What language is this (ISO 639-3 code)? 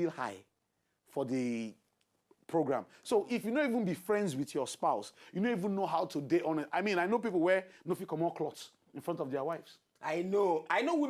pcm